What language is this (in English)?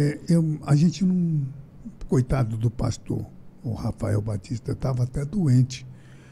Portuguese